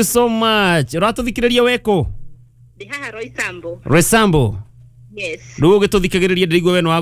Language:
Kikuyu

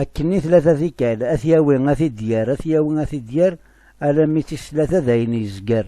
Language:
Kabyle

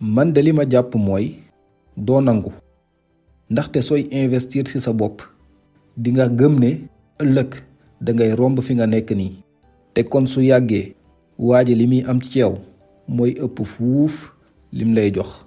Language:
Wolof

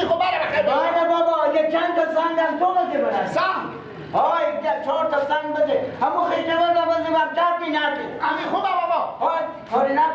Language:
Persian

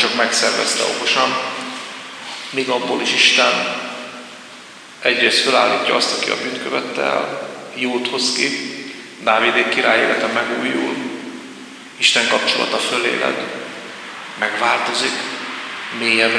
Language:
Hungarian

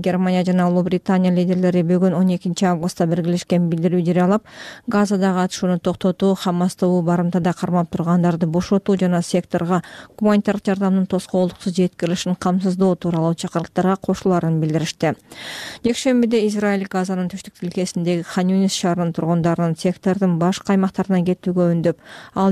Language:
Kyrgyz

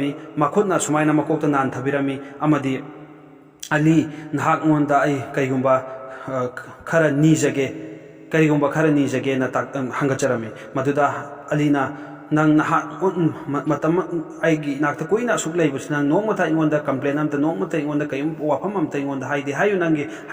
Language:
Manipuri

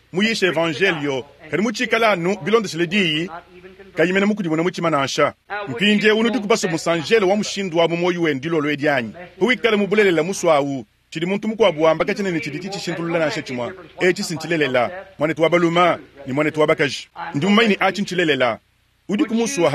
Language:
Luba-Lulua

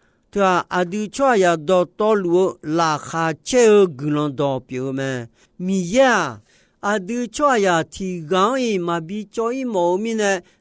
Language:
Akha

